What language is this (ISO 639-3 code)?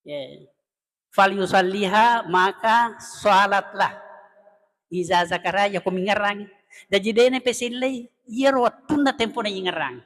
bug